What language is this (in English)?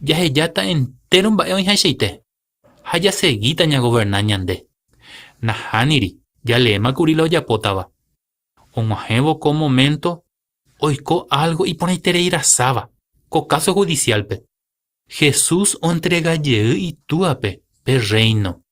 Guarani